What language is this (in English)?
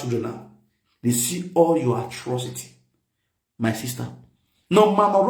Nigerian Pidgin